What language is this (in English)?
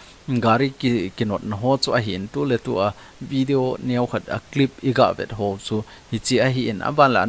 Thado Chin